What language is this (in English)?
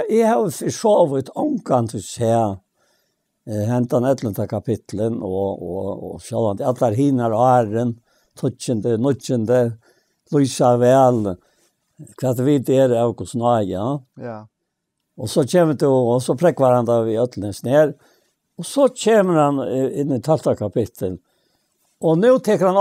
Faroese